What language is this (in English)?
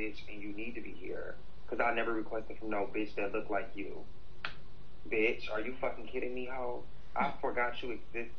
English